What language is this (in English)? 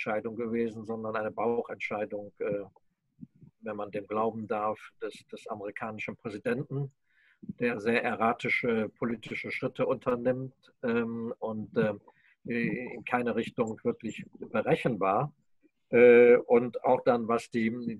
German